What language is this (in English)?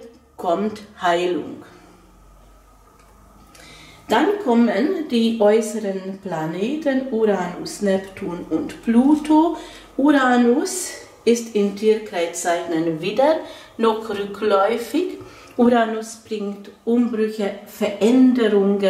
German